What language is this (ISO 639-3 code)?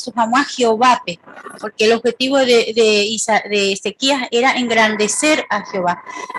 grn